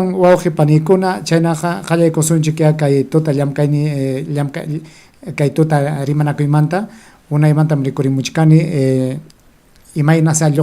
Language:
Ayacucho Quechua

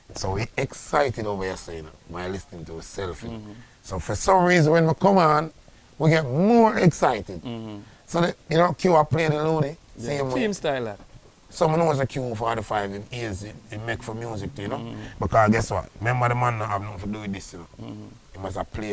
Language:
Jamaican Creole English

